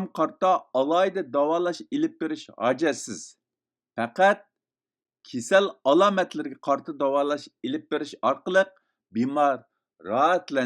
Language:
Uyghur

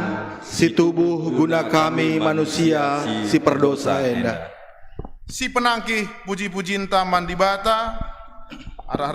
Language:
Batak Karo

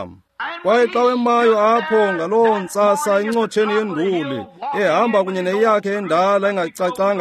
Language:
Xhosa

